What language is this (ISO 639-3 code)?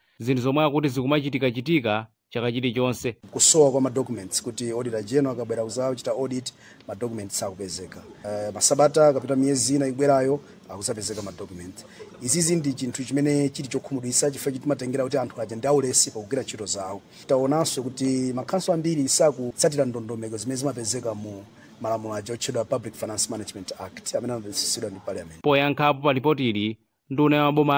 nya